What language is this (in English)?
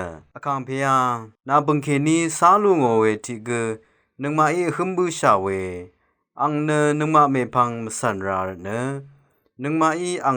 Rawang